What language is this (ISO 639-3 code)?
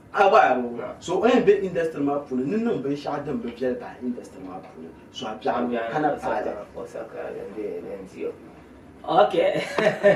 dag